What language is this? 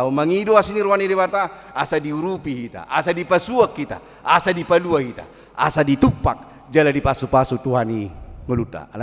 Batak Toba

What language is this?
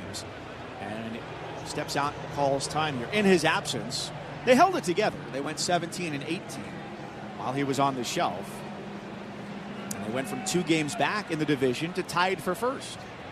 English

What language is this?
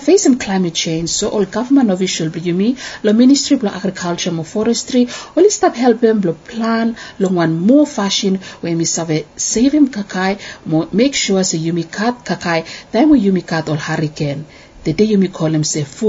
Bislama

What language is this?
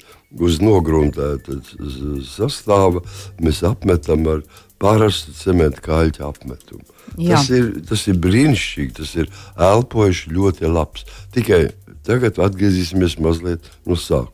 Latvian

